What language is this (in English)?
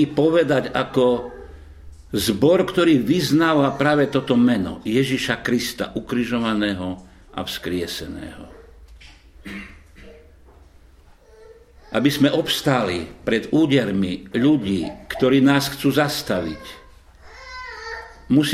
Slovak